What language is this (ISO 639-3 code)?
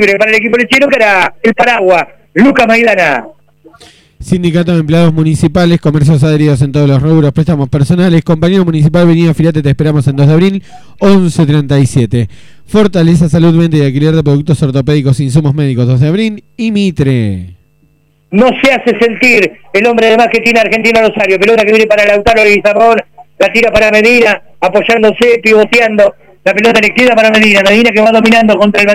spa